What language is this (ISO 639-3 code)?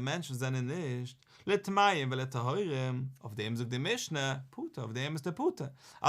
yid